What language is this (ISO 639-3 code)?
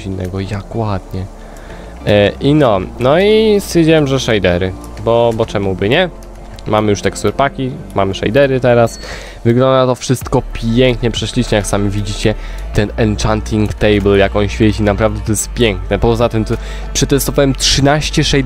pol